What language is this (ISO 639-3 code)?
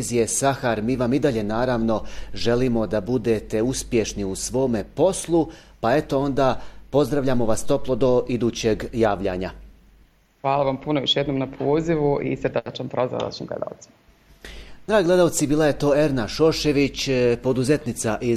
bos